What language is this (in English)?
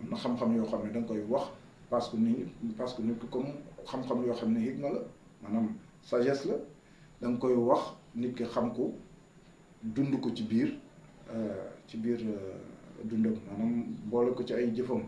Wolof